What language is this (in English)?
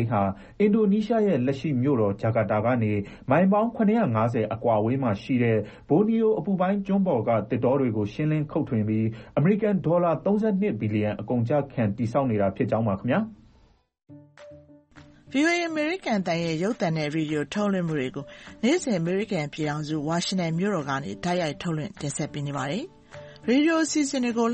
Burmese